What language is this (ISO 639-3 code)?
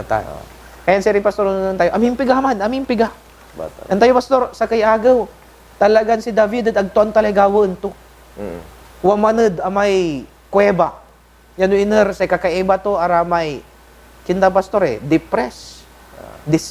pag